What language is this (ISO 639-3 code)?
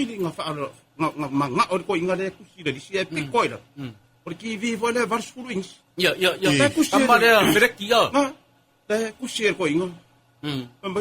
smo